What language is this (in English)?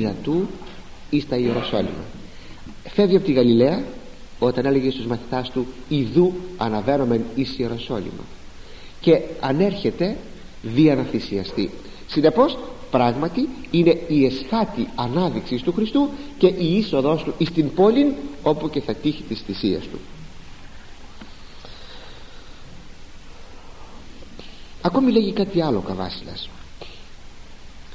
Greek